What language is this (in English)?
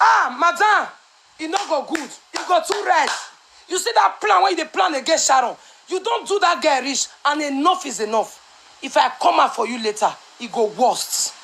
Nigerian Pidgin